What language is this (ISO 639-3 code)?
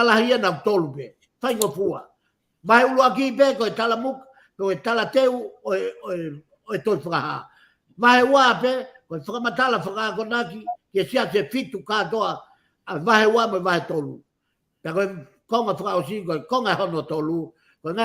ton